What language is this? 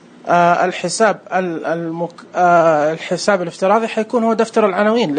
Najdi Arabic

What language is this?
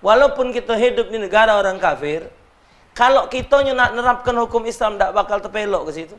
Musi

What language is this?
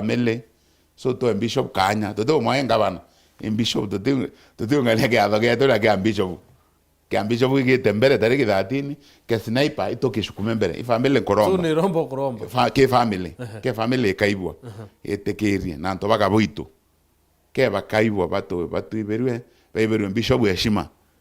Meru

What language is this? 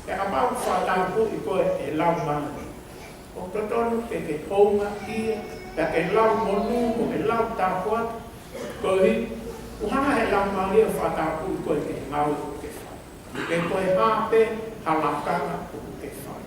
Tongan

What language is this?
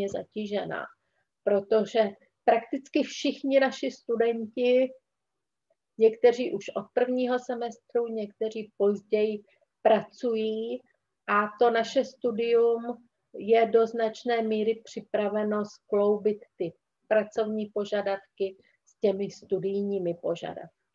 Czech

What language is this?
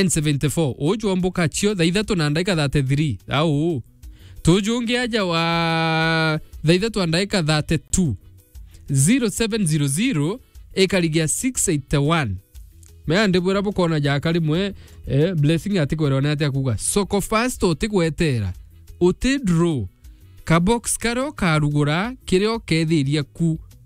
Meru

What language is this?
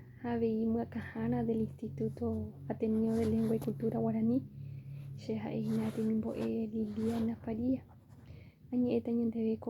Guarani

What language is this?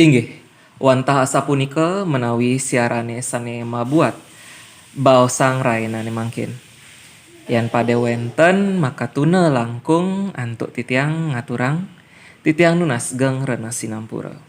Balinese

